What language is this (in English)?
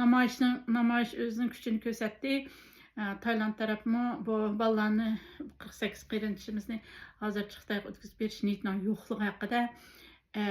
Uyghur